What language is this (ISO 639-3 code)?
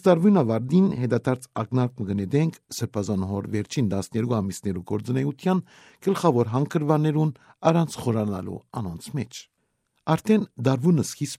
hyw